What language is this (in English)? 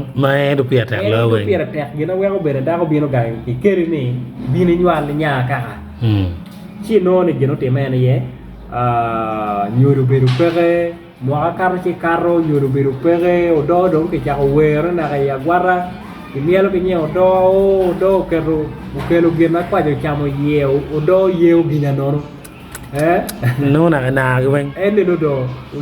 Acoli